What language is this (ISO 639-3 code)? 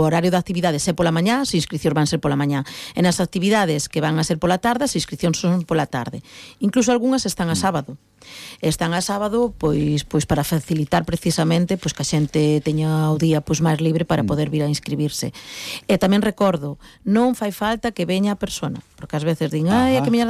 glg